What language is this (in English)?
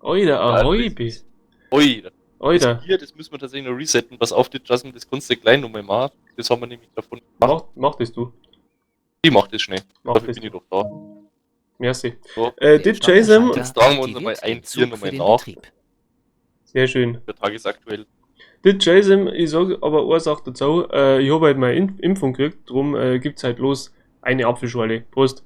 Bavarian